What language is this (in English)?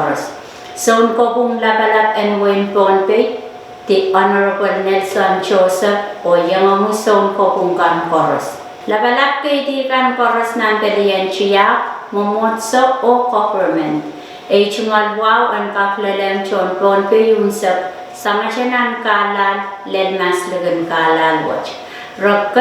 Pohnpeian